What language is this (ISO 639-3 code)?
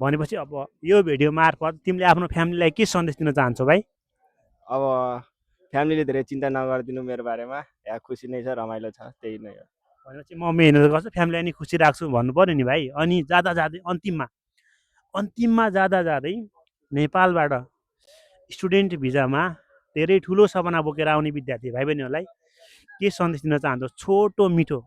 nep